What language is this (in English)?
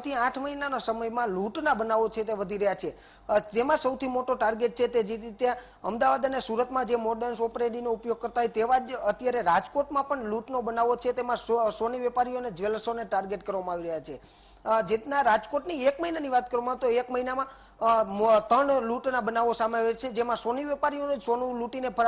Gujarati